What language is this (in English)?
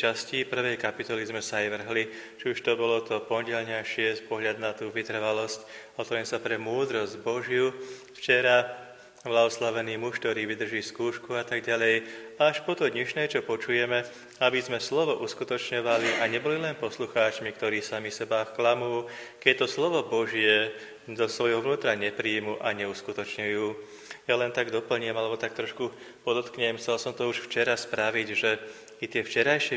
Slovak